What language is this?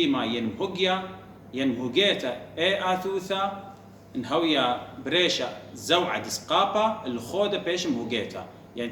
Assyrian Neo-Aramaic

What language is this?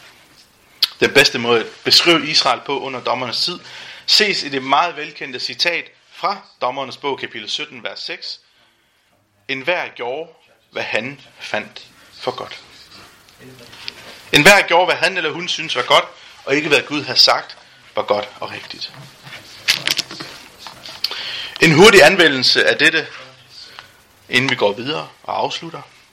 Danish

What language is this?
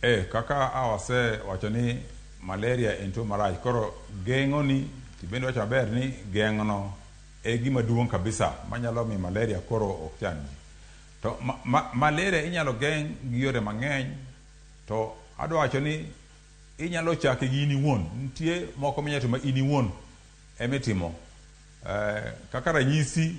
Luo (Kenya and Tanzania)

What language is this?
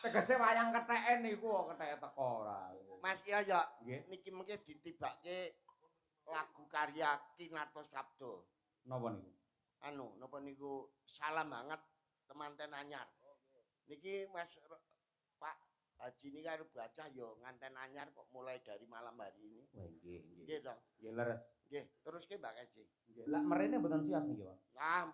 Javanese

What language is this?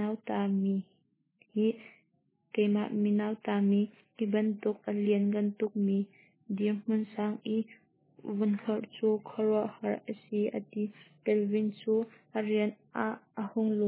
Hakha Chin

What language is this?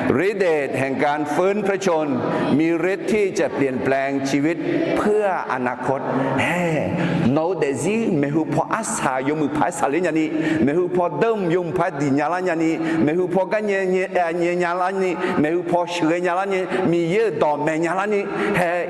Akha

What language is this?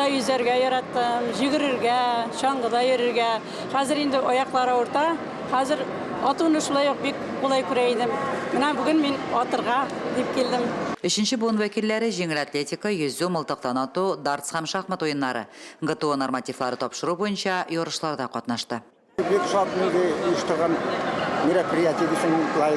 Tatar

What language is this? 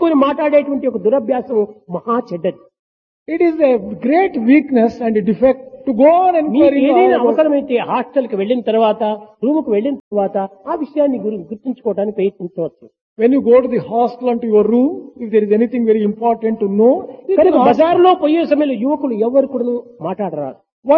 Telugu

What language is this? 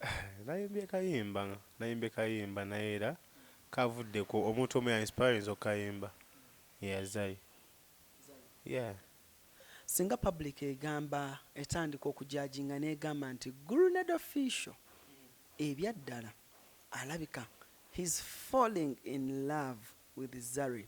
Ganda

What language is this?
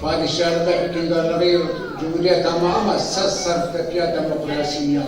Zaza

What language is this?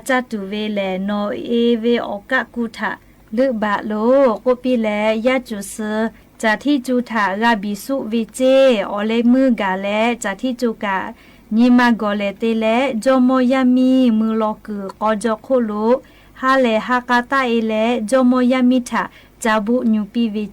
Lahu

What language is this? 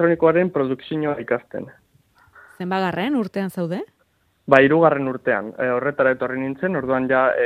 Basque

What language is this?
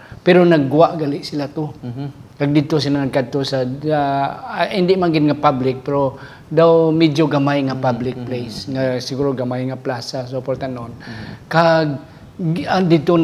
Hiligaynon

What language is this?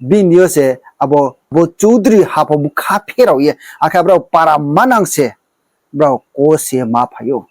Riang (India)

